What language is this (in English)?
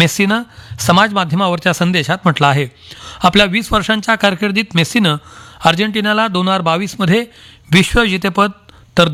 Marathi